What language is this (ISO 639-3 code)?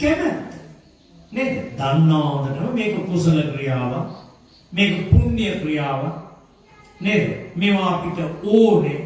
sin